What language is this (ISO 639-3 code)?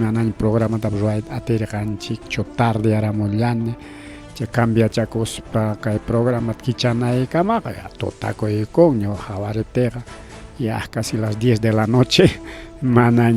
quy